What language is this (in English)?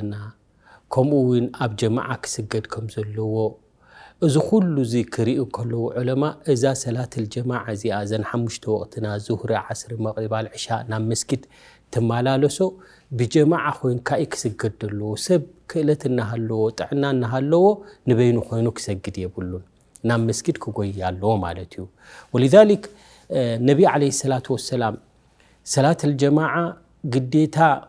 Tigrinya